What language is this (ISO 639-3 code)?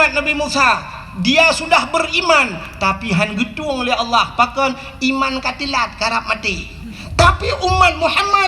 ace